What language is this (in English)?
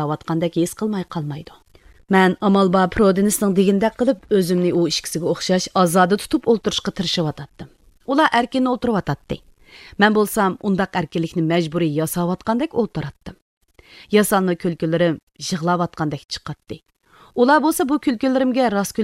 Uyghur